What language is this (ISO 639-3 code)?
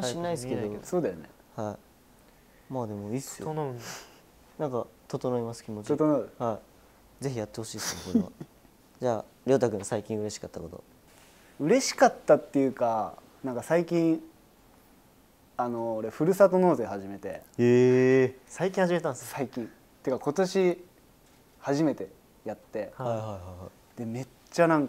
jpn